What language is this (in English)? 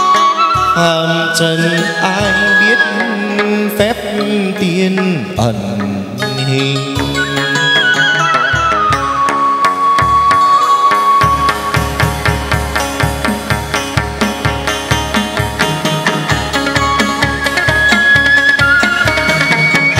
Vietnamese